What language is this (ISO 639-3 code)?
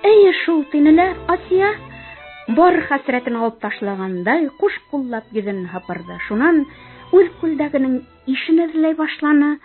bak